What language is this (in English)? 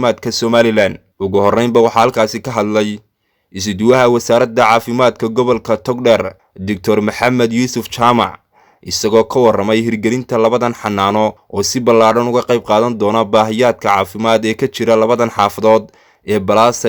Somali